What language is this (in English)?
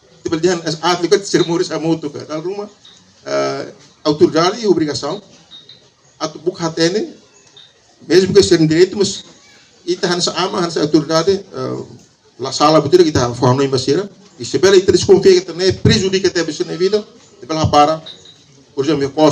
Tetum